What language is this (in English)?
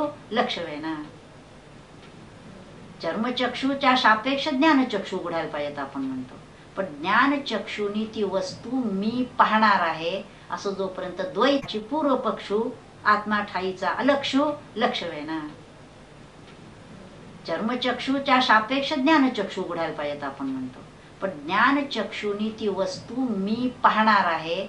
Marathi